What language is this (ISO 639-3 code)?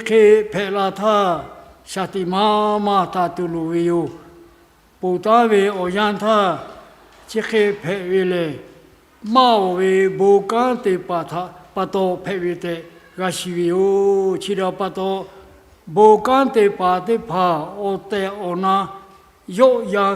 lhu